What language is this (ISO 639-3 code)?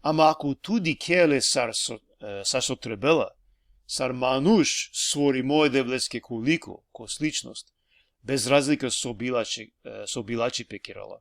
rmn